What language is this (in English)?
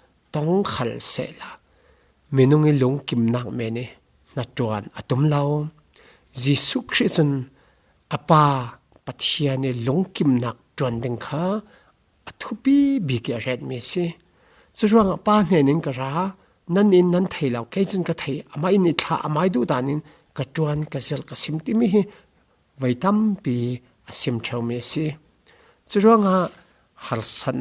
Falam Chin